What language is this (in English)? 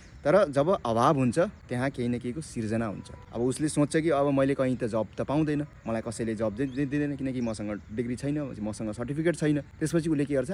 Nepali